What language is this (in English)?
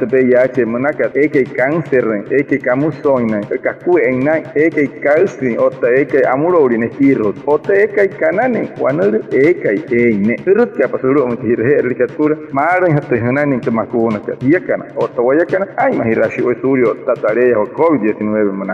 Wayuu